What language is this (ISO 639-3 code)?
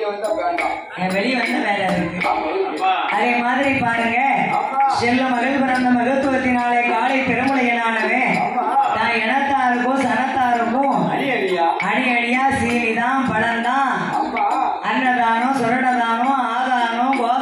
tam